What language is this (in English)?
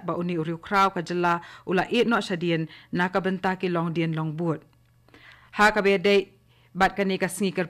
Khasi